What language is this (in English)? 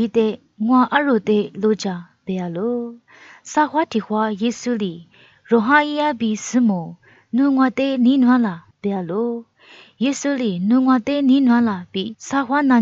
Lisu